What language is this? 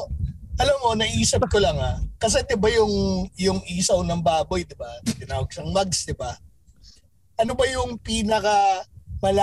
Filipino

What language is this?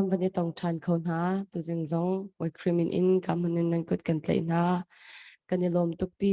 Hakha Chin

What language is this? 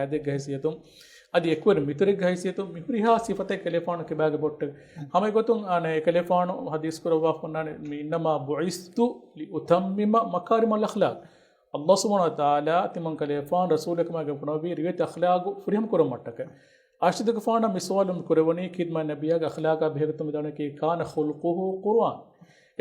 Divehi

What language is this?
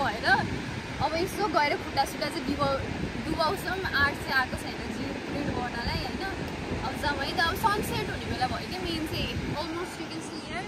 Nepali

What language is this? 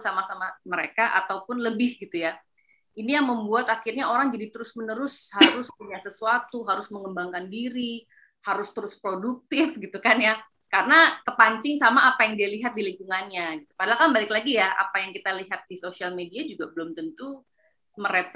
Indonesian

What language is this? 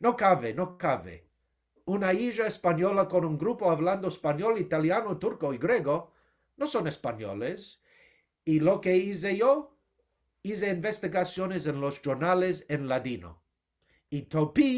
Ladino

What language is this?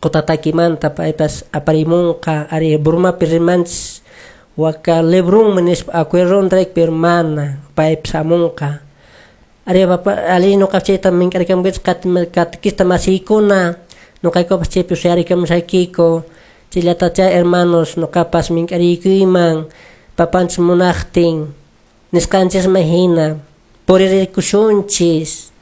Quechua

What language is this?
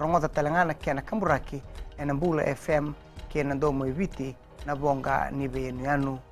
Fijian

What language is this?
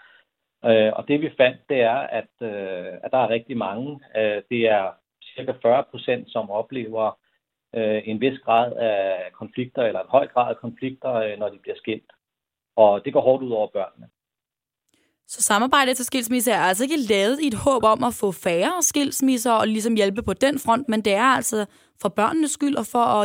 Danish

